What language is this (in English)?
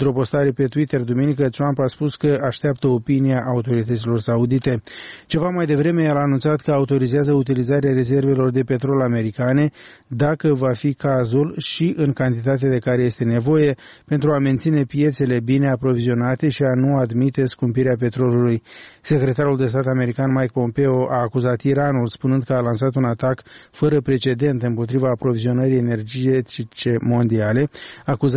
Romanian